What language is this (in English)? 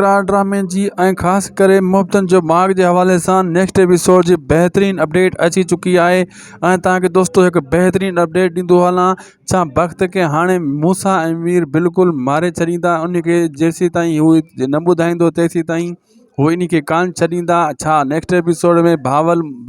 Sindhi